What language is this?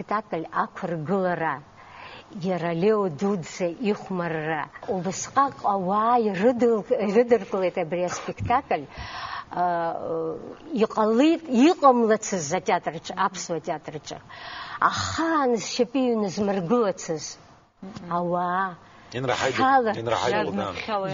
Abkhazian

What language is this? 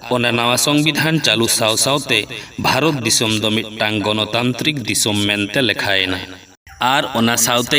Santali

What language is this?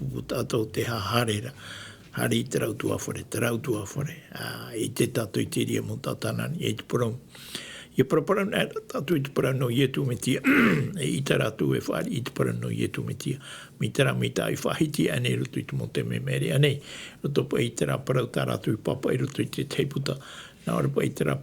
Tahitian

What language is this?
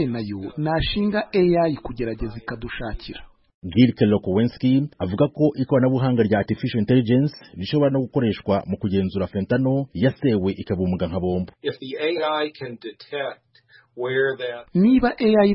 Kinyarwanda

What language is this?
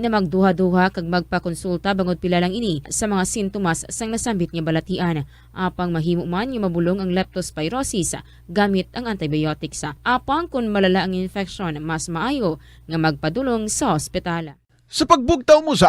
Hiligaynon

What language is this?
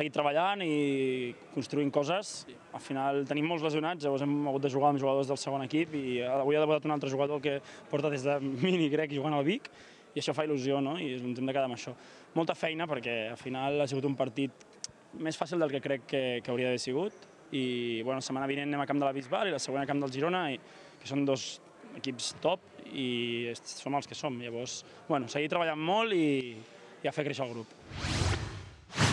Catalan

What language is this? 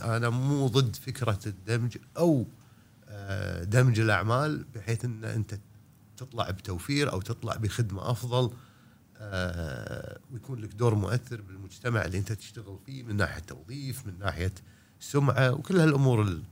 Gulf Arabic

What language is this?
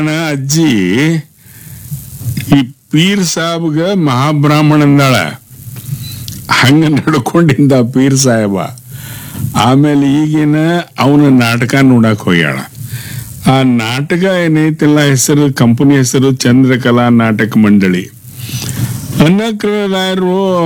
Kannada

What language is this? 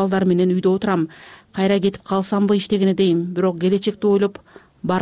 Kyrgyz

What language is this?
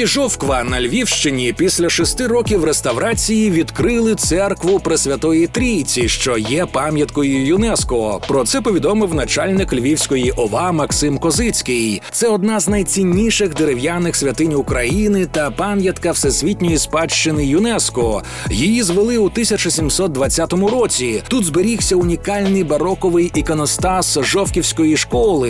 Ukrainian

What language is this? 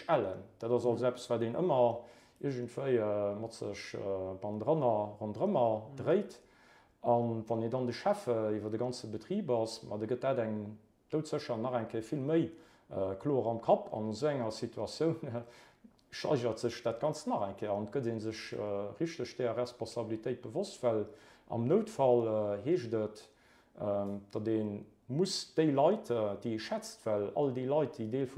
Luxembourgish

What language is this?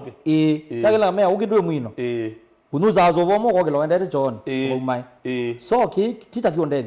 Kamba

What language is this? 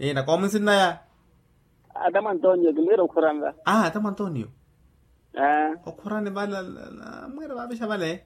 Makhuwa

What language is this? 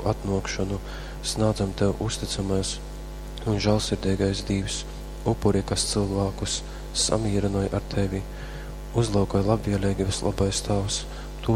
Latgalian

